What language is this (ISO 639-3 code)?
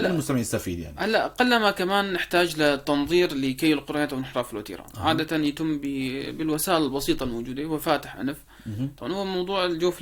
apc